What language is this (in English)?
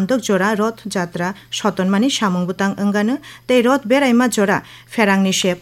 Kok Borok